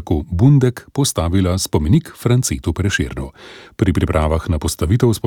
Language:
Slovenian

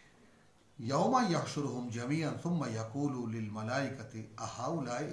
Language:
Bangla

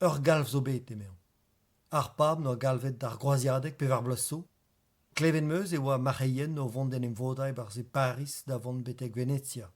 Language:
Breton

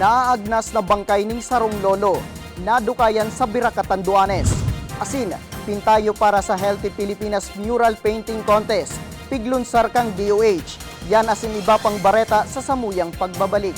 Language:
Bikol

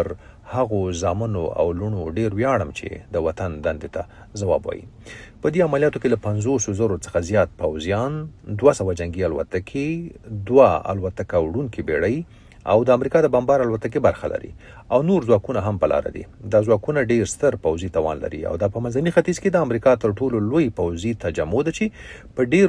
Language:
Pashto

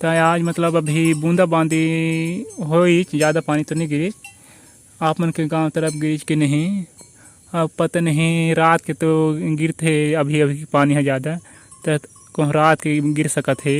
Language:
Chhattisgarhi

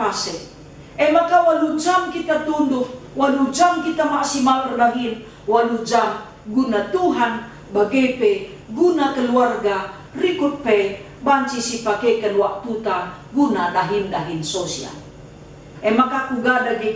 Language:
Batak Karo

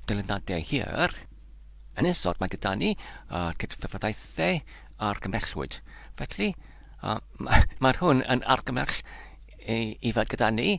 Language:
Welsh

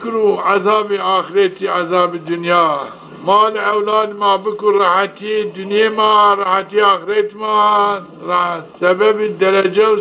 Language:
Zaza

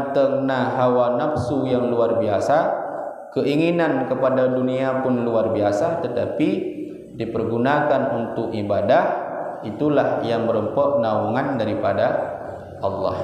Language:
Achinese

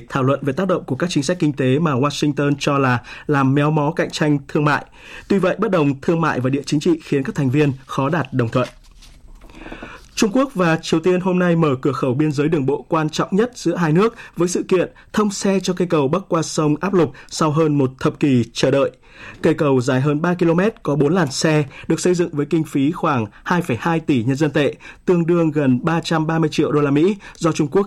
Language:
Vietnamese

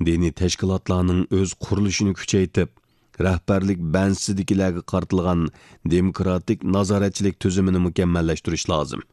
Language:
Uyghur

